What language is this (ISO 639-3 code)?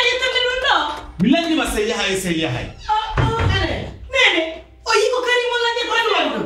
fuf